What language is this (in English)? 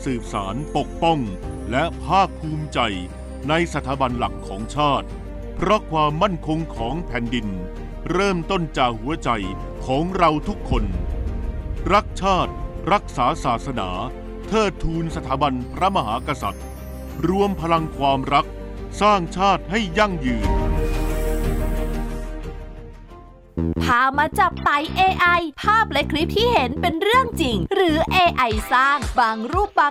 Thai